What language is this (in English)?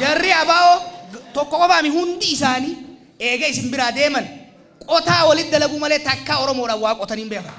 Oromo